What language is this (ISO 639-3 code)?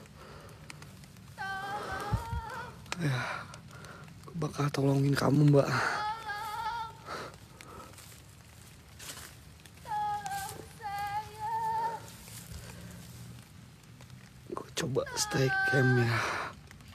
ind